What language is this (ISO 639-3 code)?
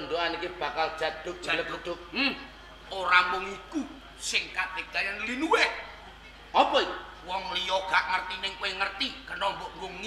jav